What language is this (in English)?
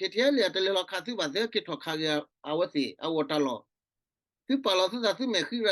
S'gaw Karen